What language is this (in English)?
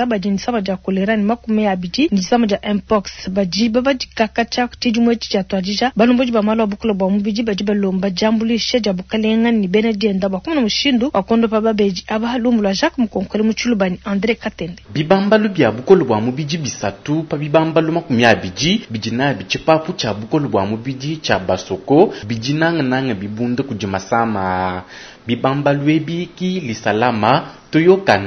Luba-Lulua